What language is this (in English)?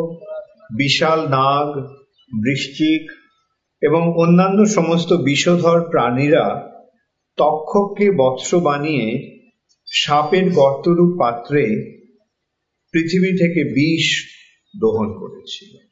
Bangla